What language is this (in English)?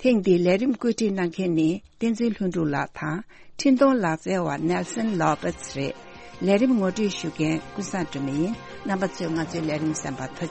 Tibetan